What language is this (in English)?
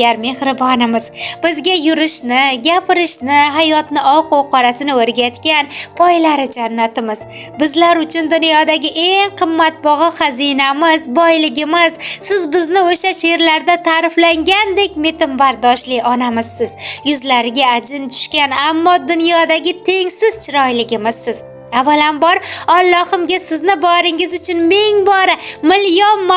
Uzbek